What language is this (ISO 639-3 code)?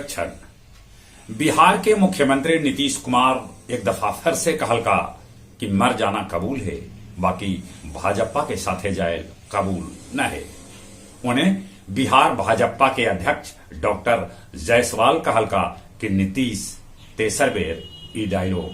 mag